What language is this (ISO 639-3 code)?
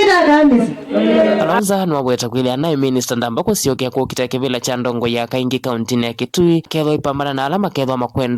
kam